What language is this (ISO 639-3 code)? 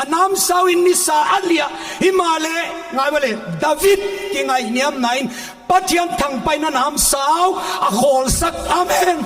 pck